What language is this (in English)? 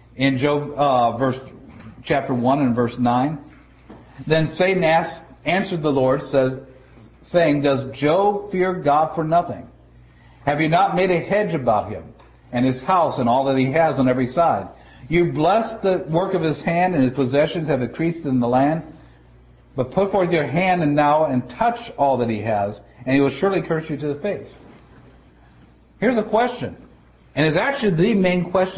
English